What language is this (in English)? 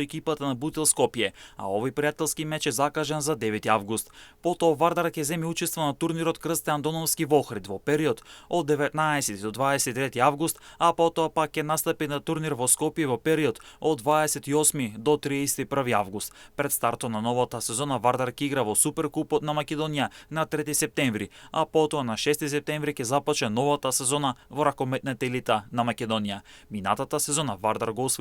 Macedonian